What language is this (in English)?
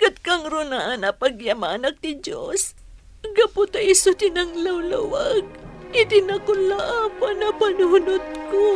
Iloko